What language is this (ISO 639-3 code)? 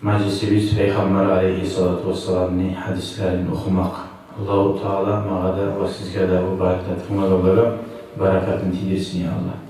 kum